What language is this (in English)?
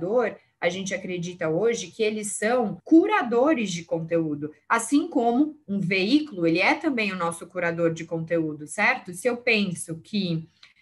Portuguese